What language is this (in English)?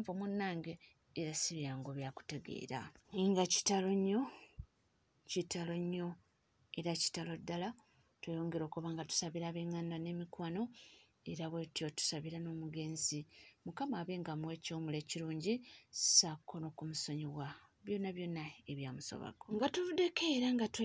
Ganda